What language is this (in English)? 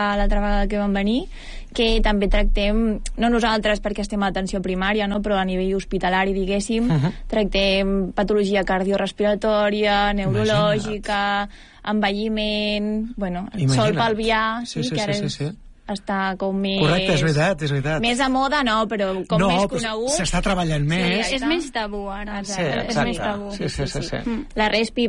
Catalan